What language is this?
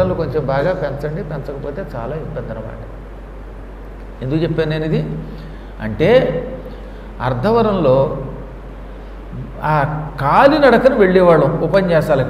Telugu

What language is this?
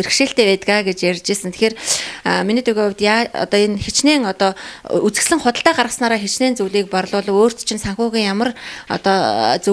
Mongolian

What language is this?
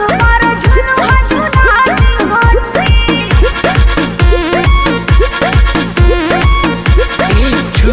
Bhojpuri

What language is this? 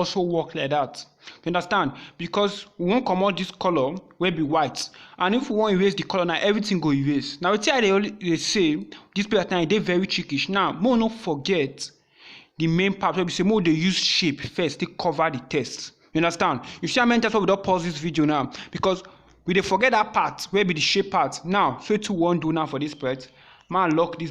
Nigerian Pidgin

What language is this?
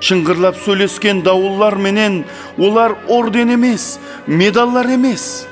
Kara-Kalpak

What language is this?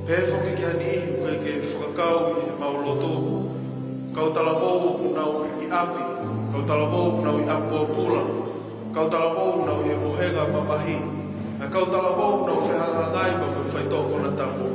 Tongan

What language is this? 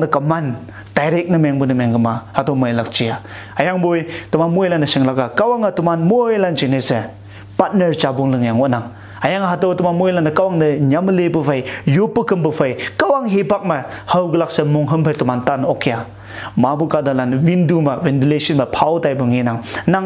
Konyak Naga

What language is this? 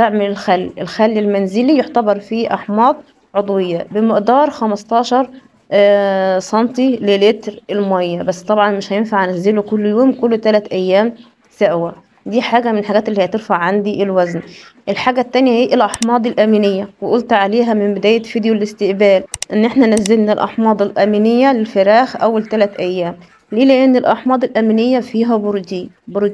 Egyptian Arabic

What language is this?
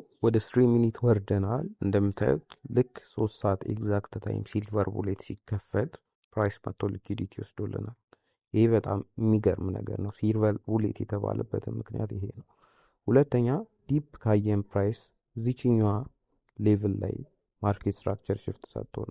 Amharic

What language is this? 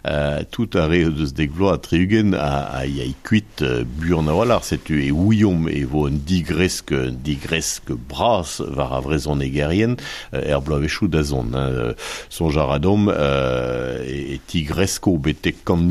Breton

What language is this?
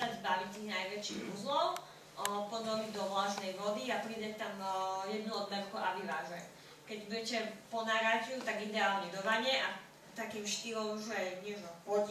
Slovak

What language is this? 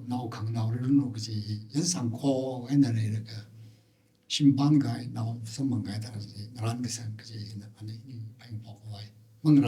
Tangkhul Naga (India)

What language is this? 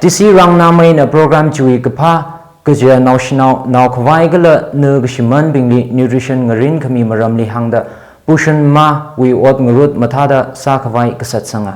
Tangkhul Naga (India)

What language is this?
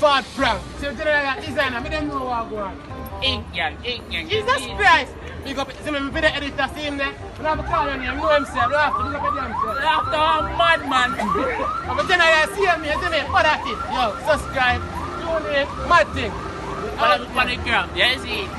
Jamaican Creole English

